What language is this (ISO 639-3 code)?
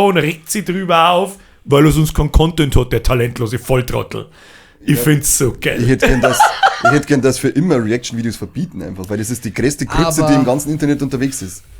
bar